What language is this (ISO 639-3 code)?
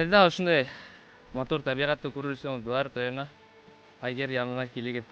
bak